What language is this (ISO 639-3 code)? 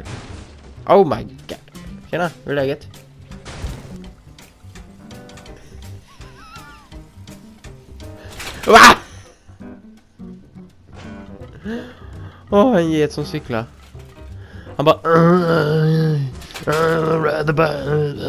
swe